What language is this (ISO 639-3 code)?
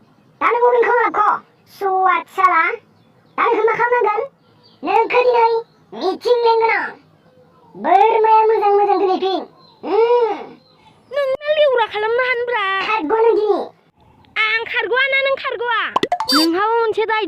brx